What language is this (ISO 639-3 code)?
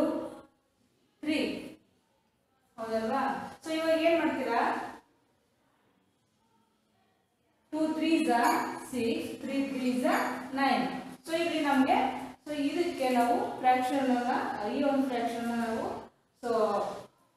kan